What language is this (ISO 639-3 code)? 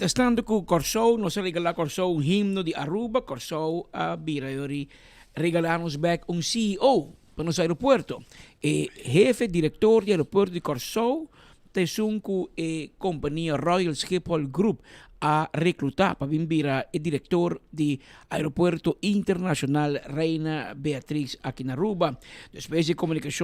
pap